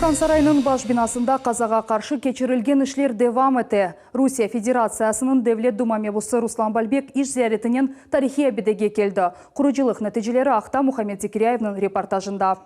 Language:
Crimean Tatar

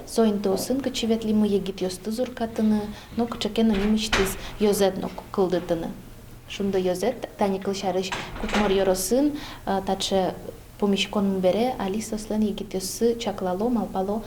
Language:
Udmurt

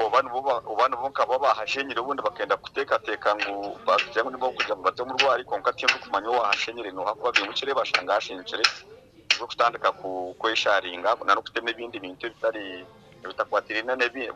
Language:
Nyankole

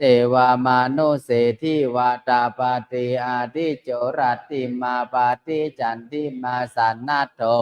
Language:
Pali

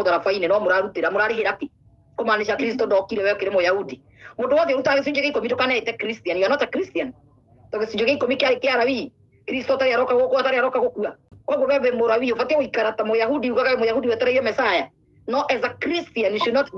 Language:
Kikuyu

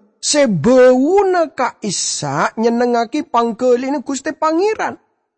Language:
Madurese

